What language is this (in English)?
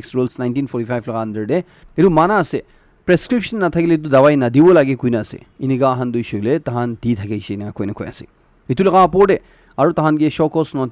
Naga Pidgin